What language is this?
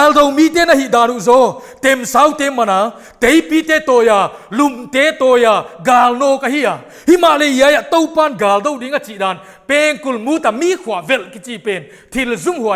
Paite Chin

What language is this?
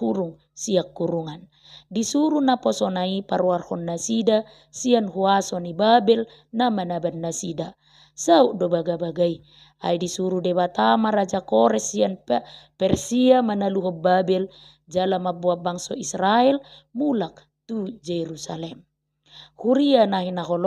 Batak Toba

